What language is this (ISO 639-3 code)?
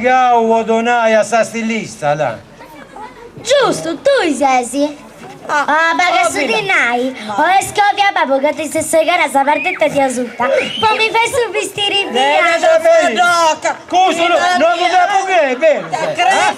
srd